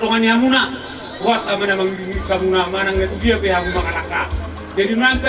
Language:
Batak Toba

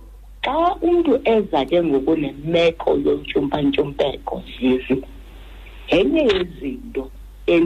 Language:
Xhosa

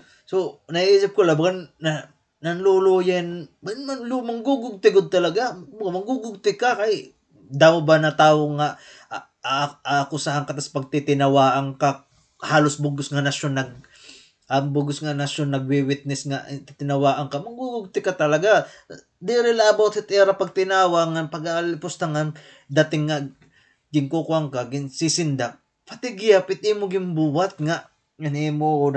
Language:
Waray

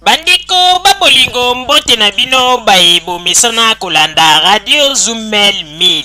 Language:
Lingala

